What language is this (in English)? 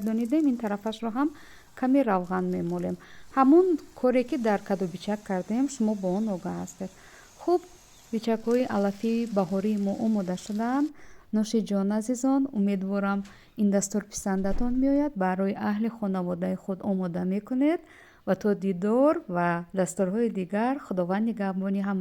Tajik